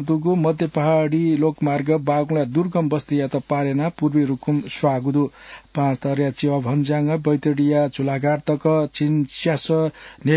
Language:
Newari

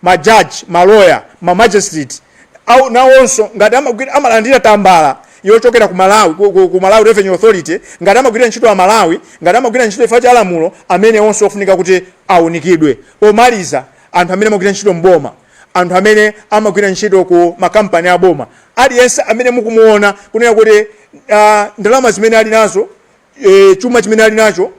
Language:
Nyanja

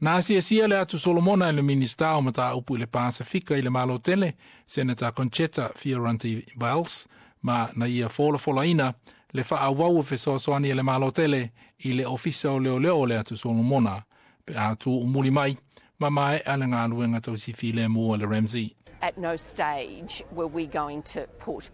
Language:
Samoan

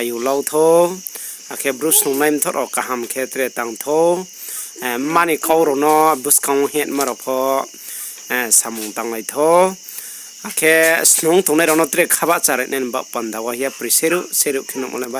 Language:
Riang (India)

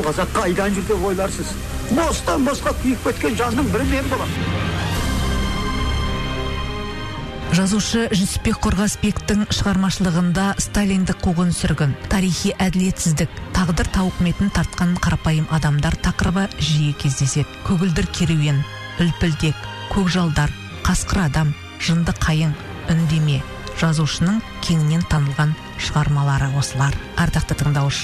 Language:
Kazakh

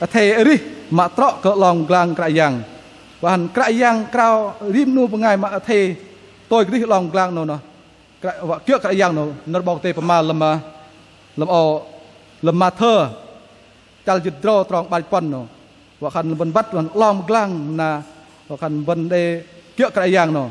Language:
Bahnar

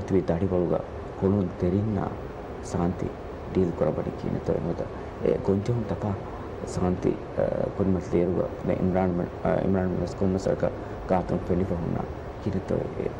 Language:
Divehi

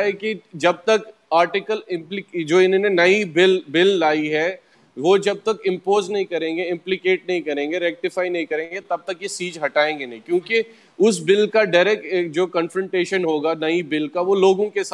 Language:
Urdu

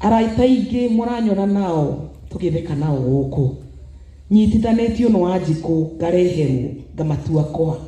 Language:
Kikuyu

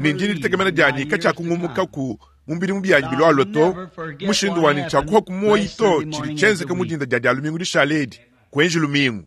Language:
Luba-Lulua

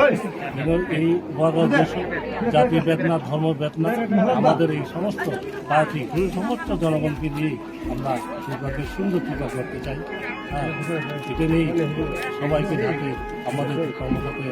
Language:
Kok Borok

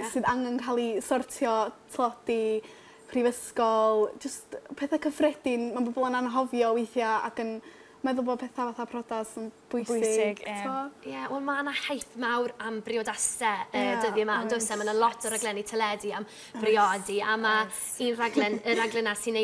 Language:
Welsh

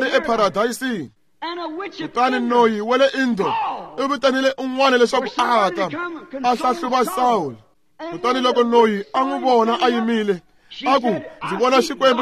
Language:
Tsonga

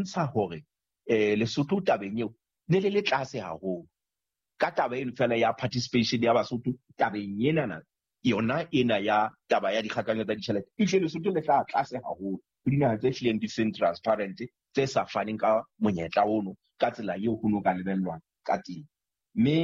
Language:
Southern Sotho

